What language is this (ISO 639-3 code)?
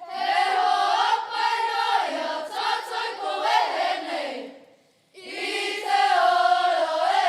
mri